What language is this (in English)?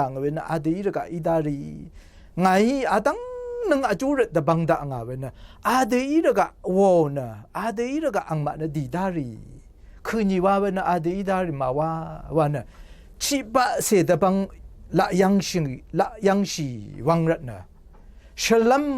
Rawang